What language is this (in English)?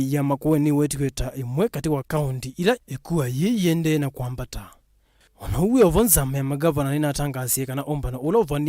Kamba